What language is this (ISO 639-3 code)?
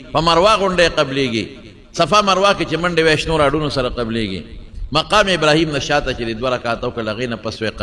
pus